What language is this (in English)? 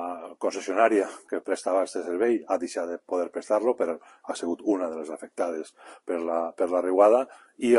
Catalan